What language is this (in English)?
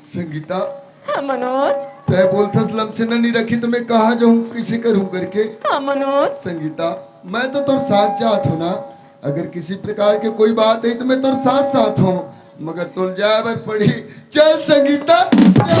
Chhattisgarhi